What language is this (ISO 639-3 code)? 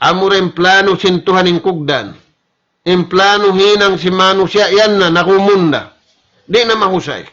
tsg